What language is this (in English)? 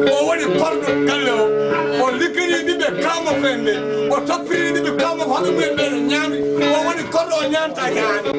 Fula